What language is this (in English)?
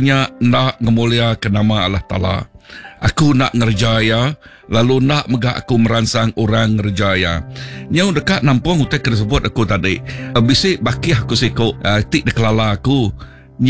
Iban